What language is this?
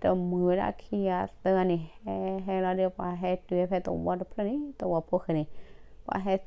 S'gaw Karen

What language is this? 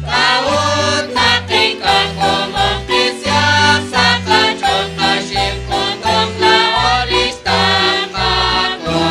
Kekchí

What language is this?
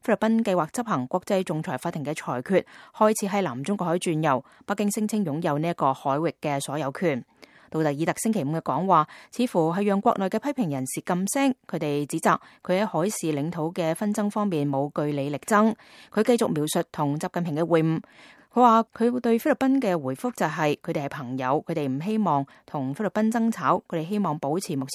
Cantonese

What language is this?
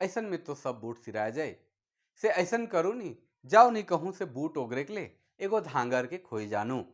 Sadri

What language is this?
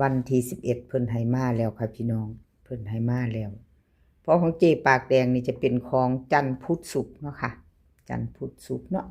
Northeastern Thai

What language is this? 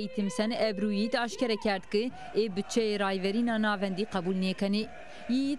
Zaza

